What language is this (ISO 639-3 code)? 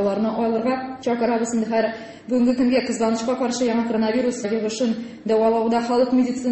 tat